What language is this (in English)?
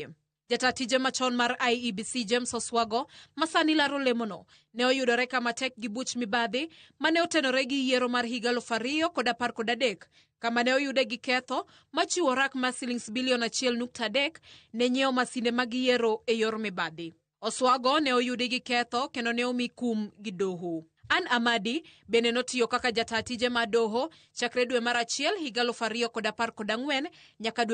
Luo (Kenya and Tanzania)